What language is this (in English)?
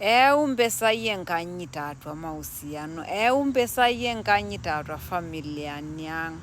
Masai